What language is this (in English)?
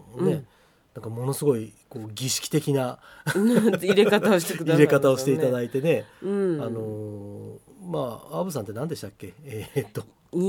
Japanese